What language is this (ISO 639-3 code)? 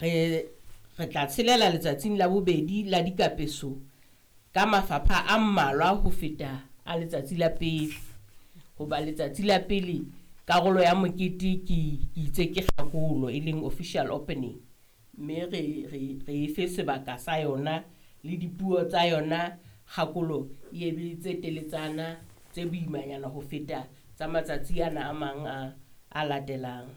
sot